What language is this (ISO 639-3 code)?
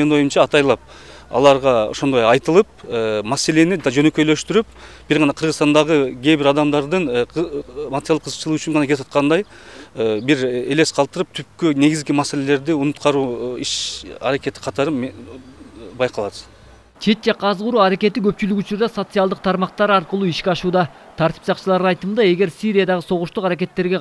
kir